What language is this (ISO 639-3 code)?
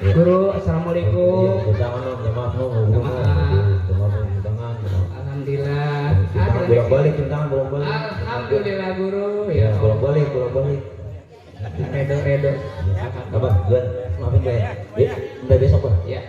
bew